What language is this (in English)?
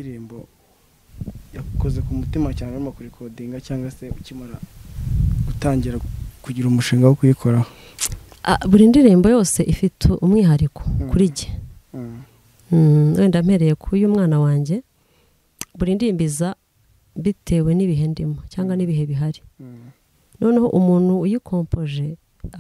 Kinyarwanda